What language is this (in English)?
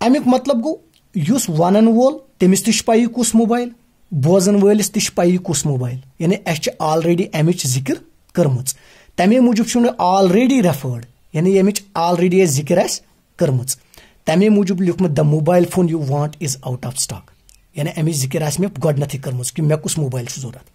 Kashmiri